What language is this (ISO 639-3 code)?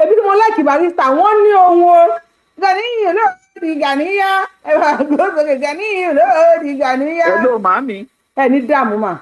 yor